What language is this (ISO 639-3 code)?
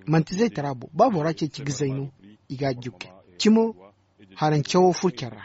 dje